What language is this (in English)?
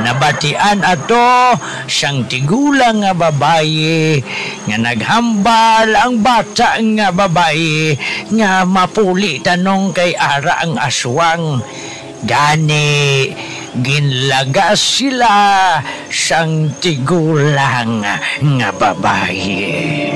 Hiligaynon